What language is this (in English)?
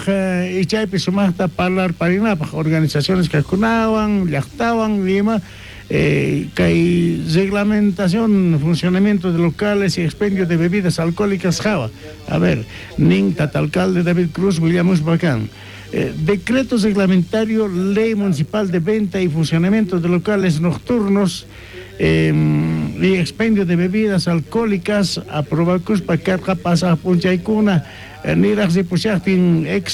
South Bolivian Quechua